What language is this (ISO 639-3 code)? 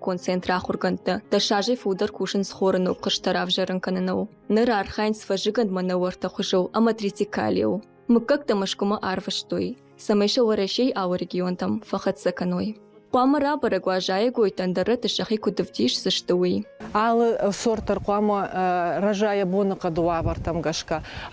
oss